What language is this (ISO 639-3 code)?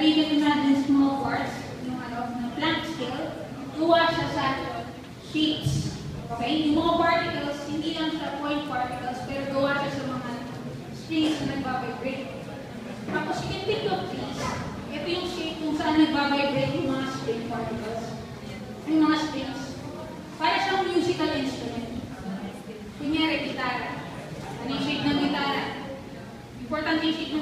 fil